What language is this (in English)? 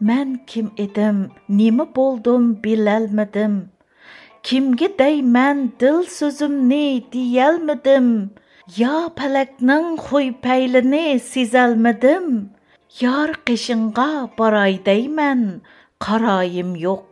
Uyghur